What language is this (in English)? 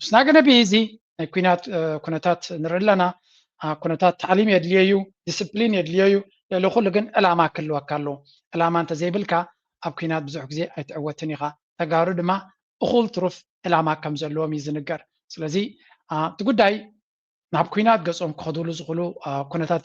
Tigrinya